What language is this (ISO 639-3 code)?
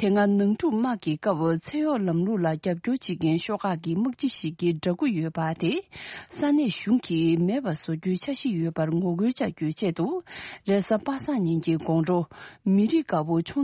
bod